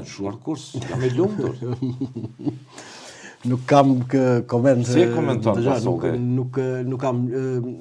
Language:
Albanian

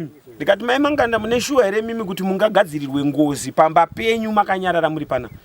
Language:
Shona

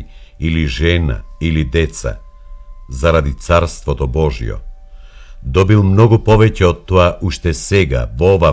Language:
Macedonian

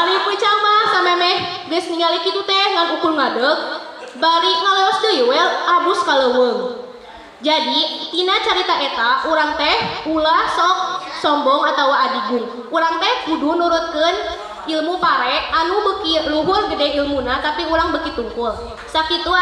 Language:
Sundanese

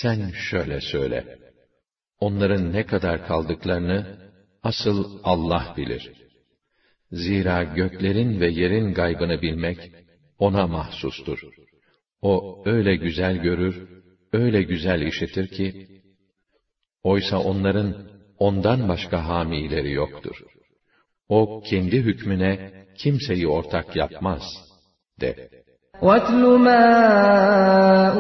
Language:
Turkish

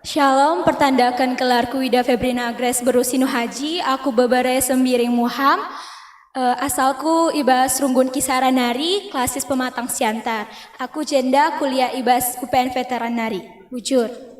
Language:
Batak Karo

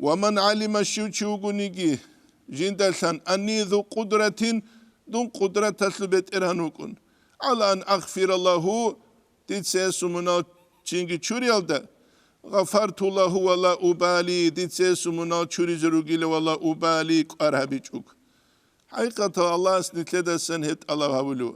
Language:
Avaric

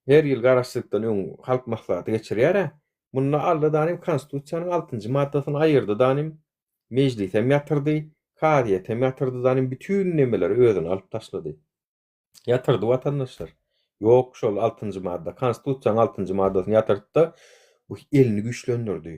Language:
Turkmen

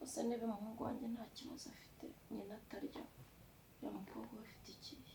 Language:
Kinyarwanda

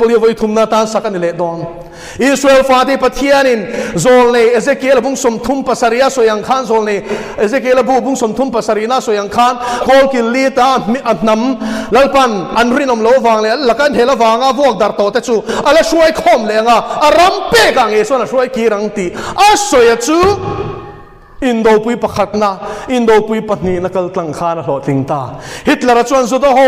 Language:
Mizo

